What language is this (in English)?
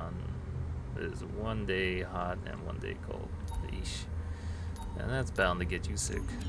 English